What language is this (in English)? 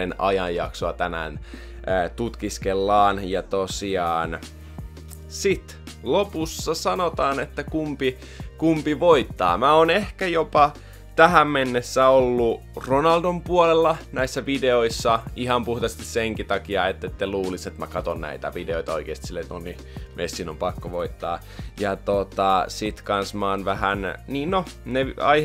Finnish